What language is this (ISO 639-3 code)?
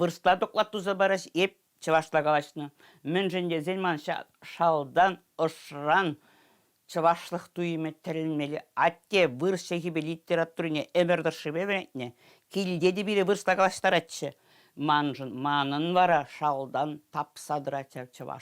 chv